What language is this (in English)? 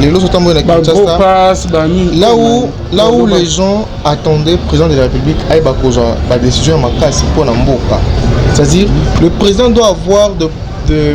Lingala